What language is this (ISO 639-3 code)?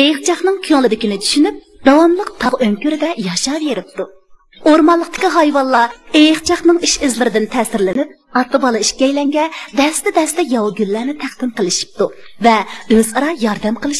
uig